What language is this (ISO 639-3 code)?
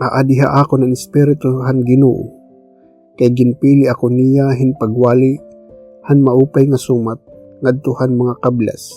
war